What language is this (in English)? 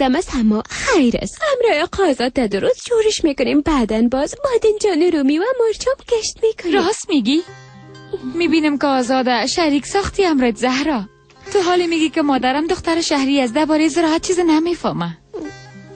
Persian